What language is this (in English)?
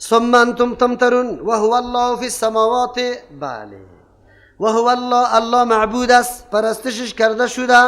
Persian